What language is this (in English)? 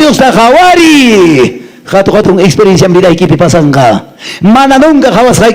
Quechua